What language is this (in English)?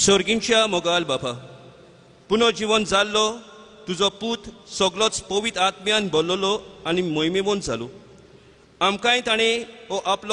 Konkani